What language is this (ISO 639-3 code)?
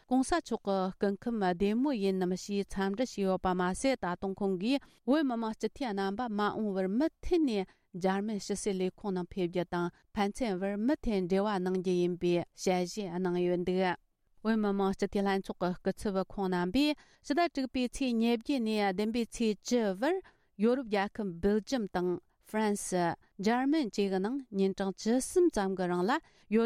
bod